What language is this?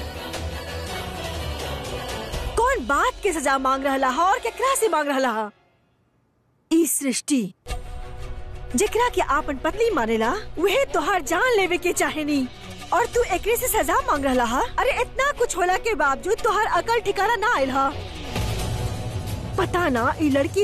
Bhojpuri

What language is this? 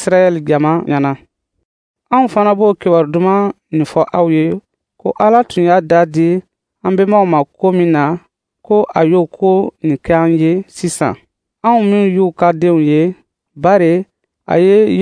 Dyula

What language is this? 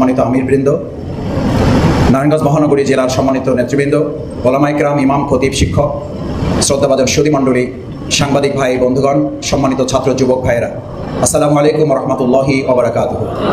Bangla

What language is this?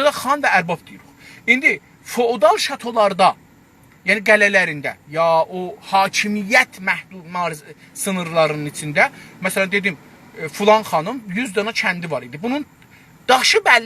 South Azerbaijani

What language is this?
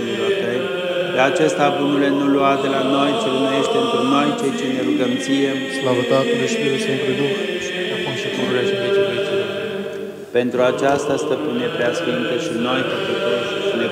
Romanian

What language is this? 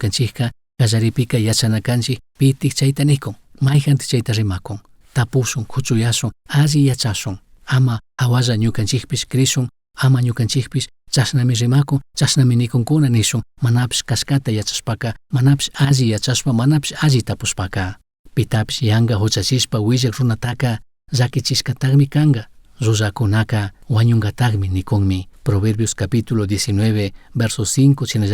Chimborazo Highland Quichua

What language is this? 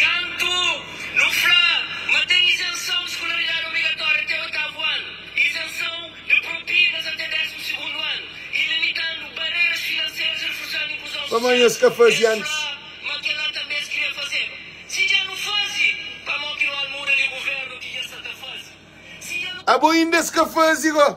Kabuverdianu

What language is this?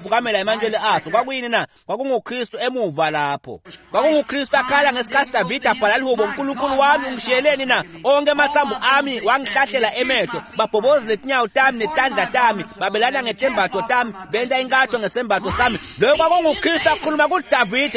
Swati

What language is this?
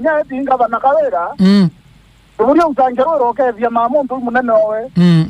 Meru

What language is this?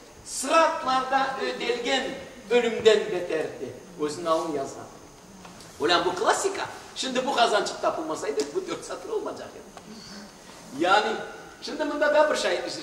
Crimean Tatar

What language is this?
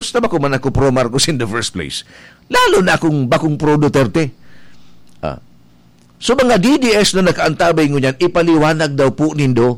Bikol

